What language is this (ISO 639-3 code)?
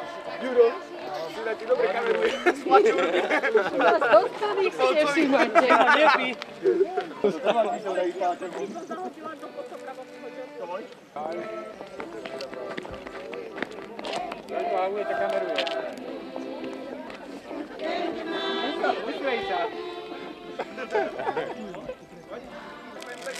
slk